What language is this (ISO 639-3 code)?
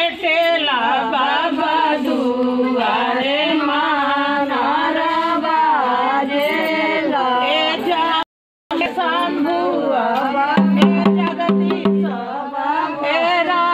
bho